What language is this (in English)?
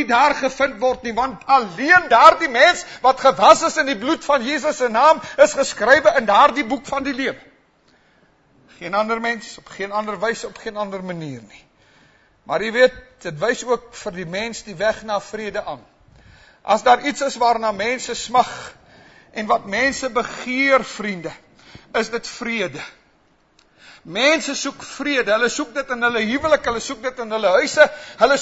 Afrikaans